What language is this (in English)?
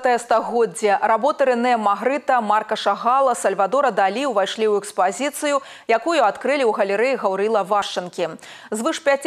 Belarusian